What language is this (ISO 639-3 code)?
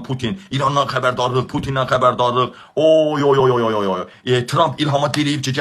aze